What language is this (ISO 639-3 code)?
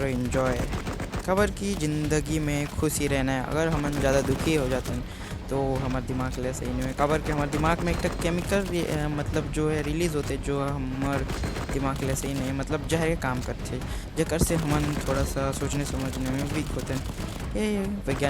hne